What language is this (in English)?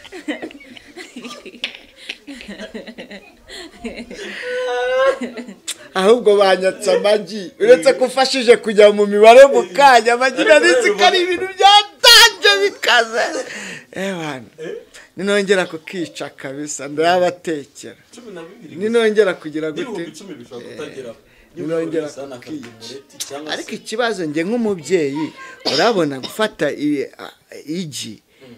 Kinyarwanda